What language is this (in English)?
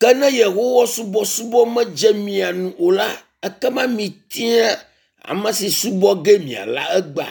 Ewe